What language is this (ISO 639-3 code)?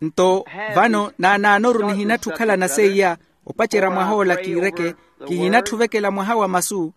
vmw